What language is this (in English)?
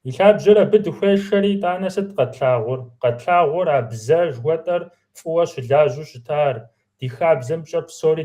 Kabardian